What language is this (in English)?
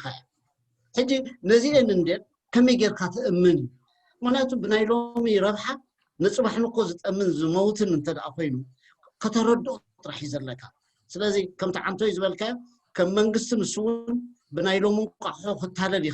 Tigrinya